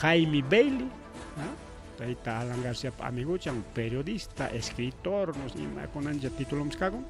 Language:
Ayacucho Quechua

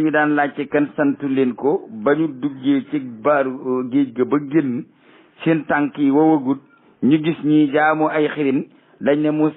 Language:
Wolof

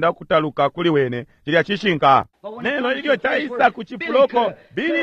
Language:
Bemba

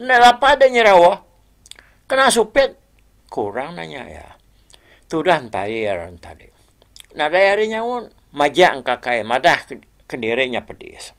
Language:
Iban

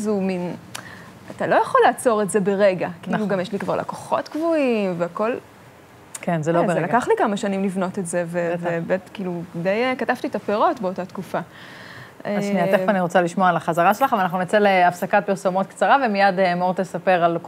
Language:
Hebrew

